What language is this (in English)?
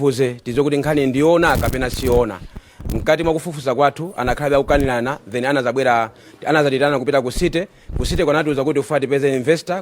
Nyanja